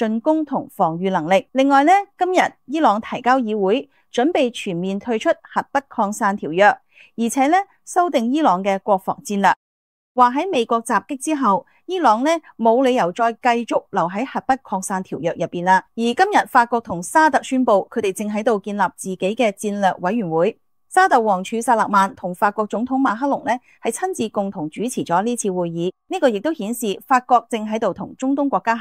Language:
Cantonese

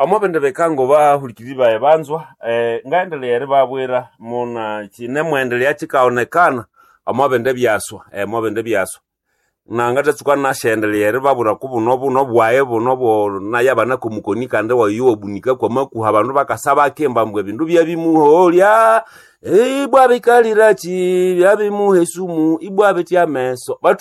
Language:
Nande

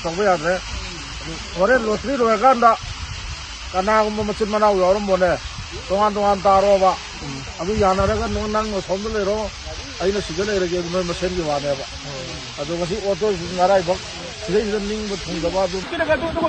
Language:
Manipuri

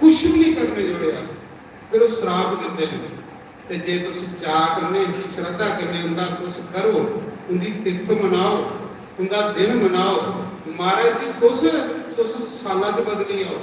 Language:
Dogri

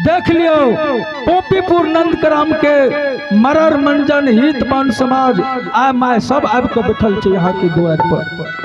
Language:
Angika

